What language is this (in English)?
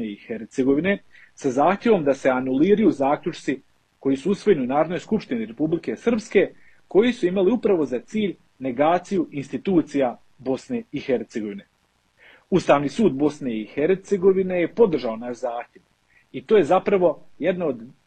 Bosnian